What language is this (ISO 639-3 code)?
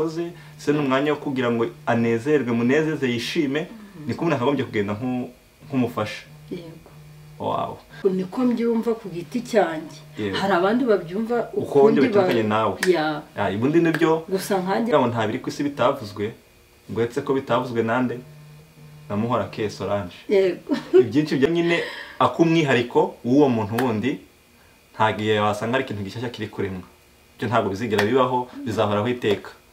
kin